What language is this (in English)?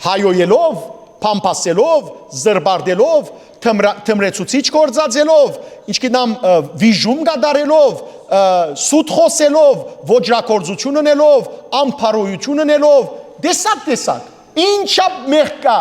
Western Armenian